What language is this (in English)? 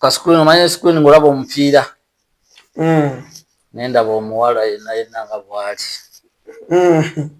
Ganda